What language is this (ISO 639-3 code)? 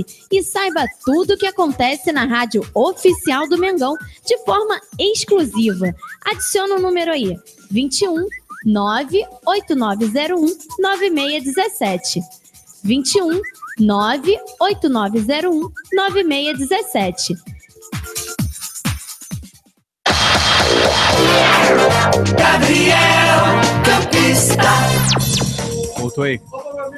por